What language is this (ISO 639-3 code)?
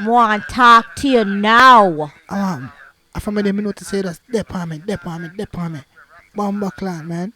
jam